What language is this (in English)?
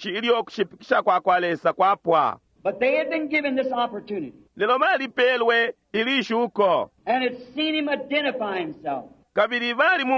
Bemba